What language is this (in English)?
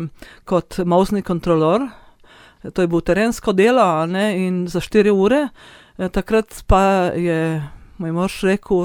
Slovenian